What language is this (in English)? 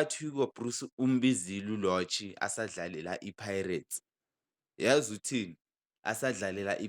Zulu